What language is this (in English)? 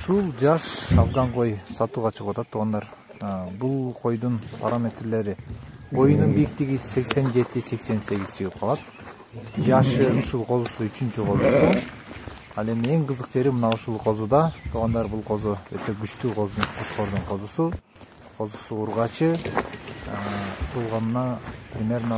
Kyrgyz